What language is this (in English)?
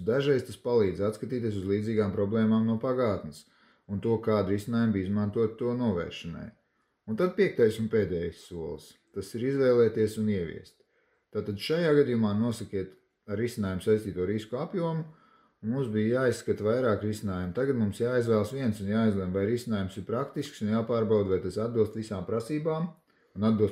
Latvian